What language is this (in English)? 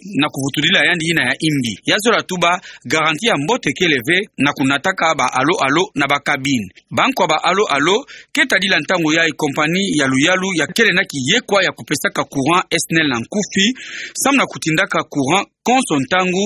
Kituba (Democratic Republic of Congo)